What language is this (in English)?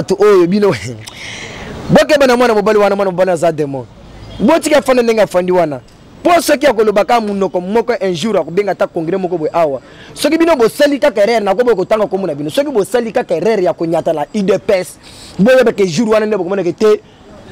Lingala